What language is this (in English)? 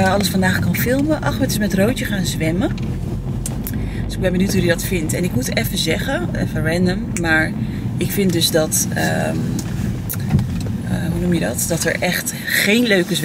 Dutch